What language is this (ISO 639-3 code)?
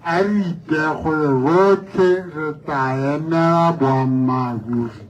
tsn